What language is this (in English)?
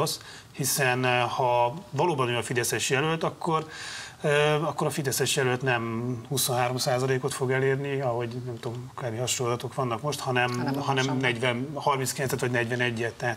Hungarian